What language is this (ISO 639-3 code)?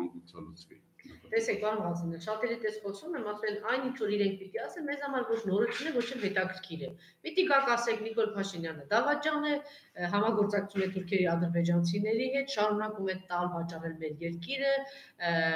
hye